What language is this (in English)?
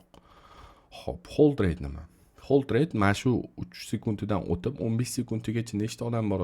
Uzbek